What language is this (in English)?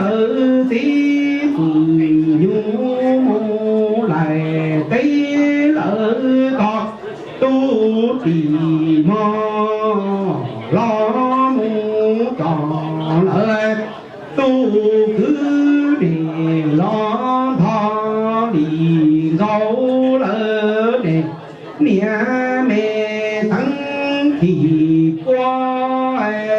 Hmong